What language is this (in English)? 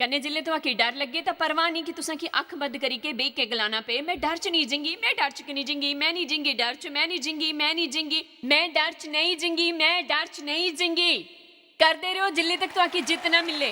Dogri